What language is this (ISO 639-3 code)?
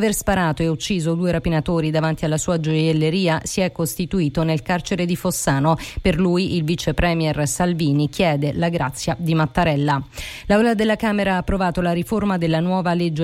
ita